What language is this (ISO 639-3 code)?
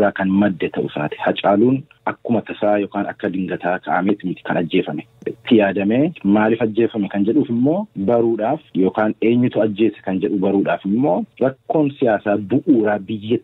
orm